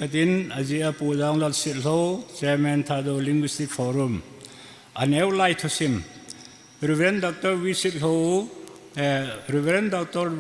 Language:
Thado Chin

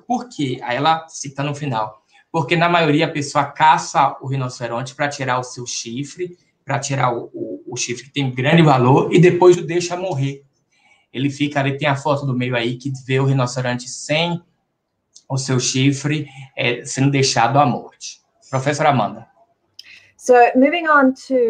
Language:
Portuguese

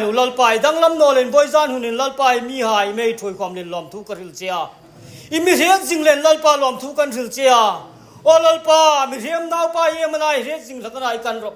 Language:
Hmar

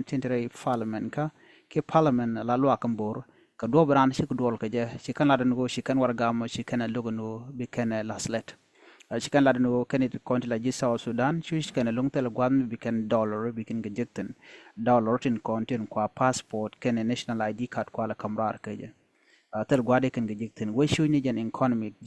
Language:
Nuer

